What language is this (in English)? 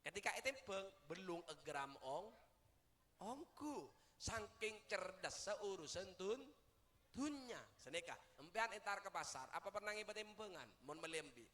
Madurese